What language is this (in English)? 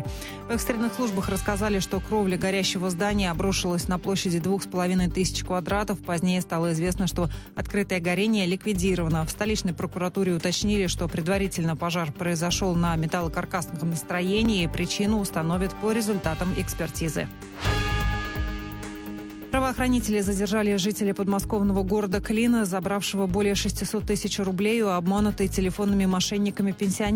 Russian